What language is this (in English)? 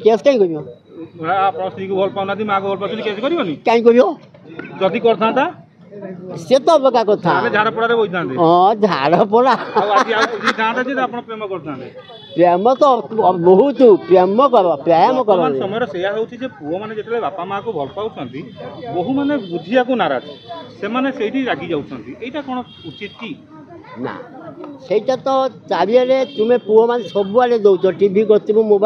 Odia